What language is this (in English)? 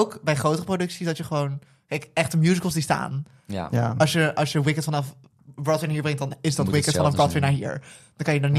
Dutch